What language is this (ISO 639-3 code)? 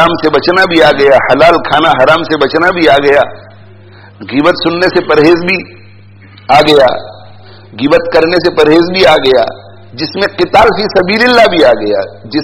urd